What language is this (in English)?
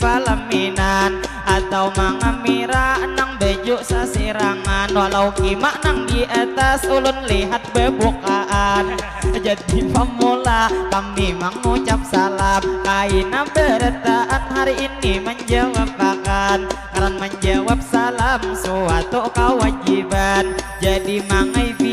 Banjar